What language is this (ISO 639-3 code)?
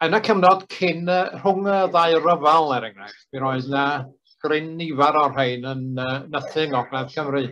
cym